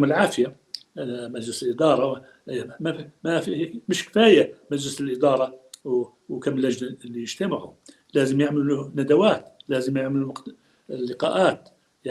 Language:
North Levantine Arabic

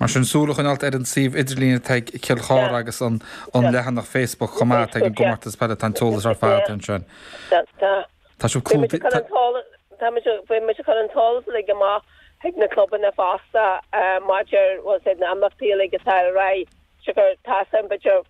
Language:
Irish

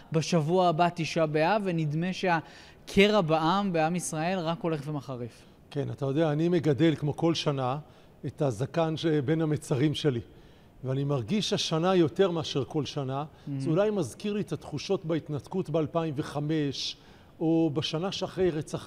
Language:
Hebrew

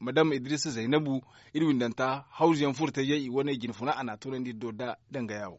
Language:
Zarma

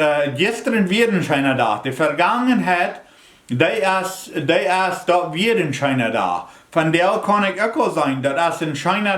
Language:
Plautdietsch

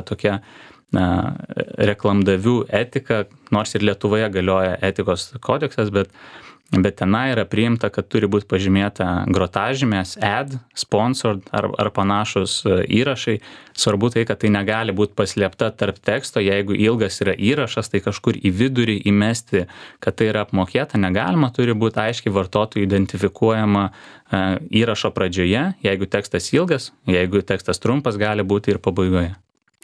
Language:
Lithuanian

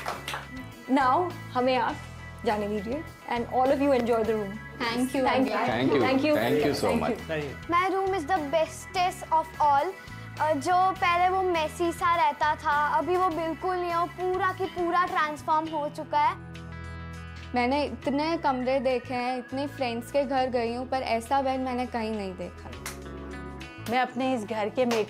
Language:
Hindi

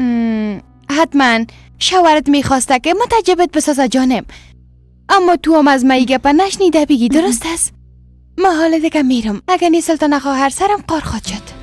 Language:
Persian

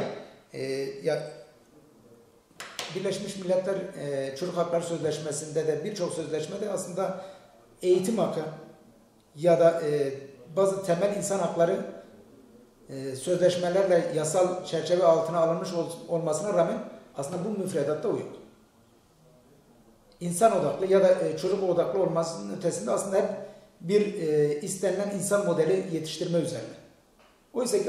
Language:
Turkish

